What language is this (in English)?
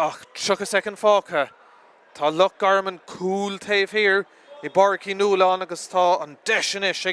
Irish